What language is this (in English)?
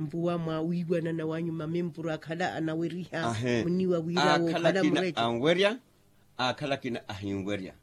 Makhuwa